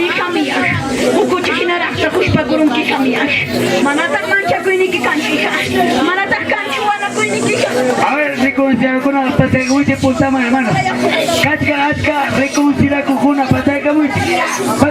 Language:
Ayacucho Quechua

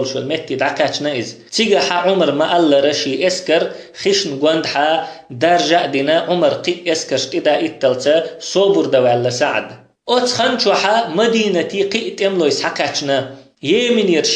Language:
Chechen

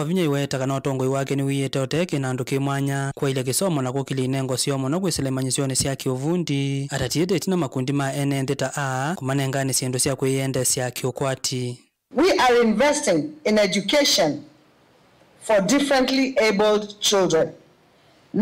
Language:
Kamba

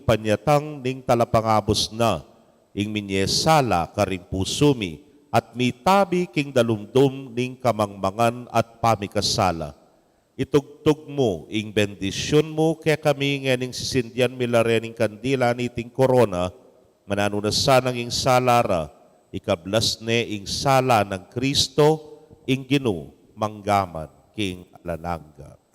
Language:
Pampanga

